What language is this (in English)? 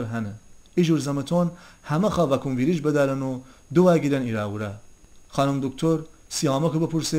Gilaki